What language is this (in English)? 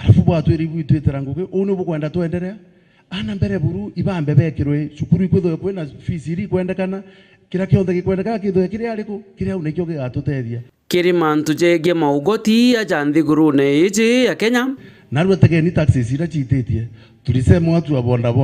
Meru